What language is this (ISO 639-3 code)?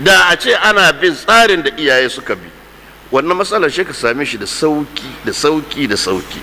hau